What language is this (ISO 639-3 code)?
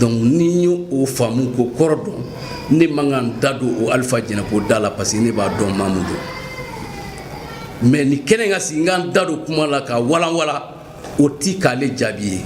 bam